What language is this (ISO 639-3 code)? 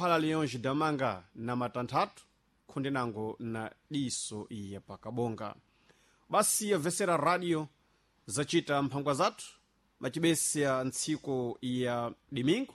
seh